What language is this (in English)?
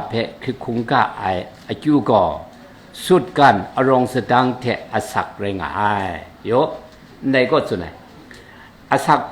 Kachin